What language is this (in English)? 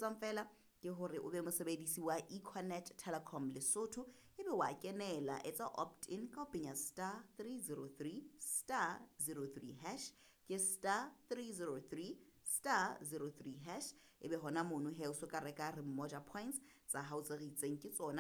Southern Sotho